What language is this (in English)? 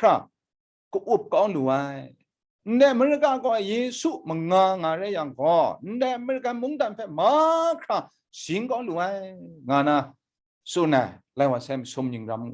Kachin